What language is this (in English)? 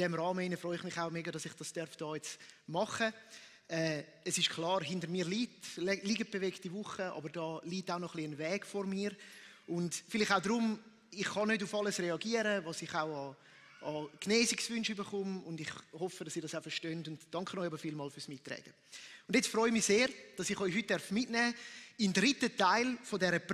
Swiss German